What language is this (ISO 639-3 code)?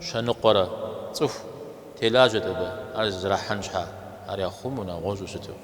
kbd